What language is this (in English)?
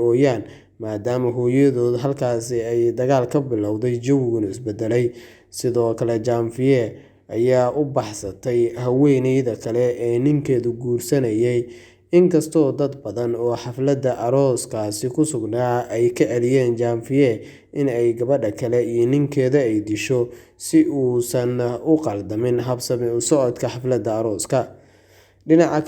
Somali